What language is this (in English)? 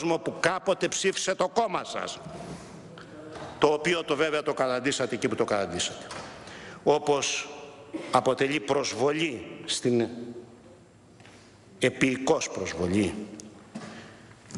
Greek